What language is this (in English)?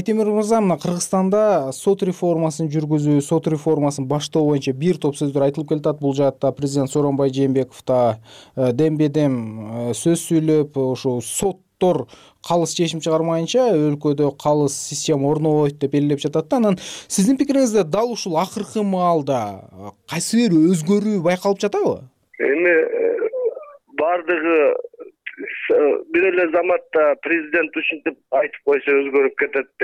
Kyrgyz